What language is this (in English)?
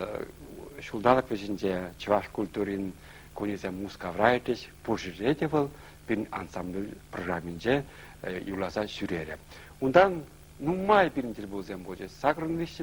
Chuvash